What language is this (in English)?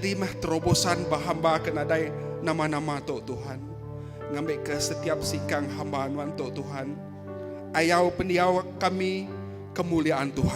Iban